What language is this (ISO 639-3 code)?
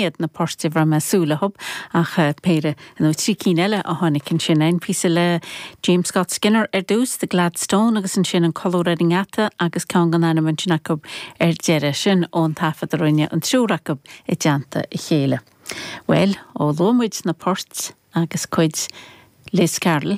gle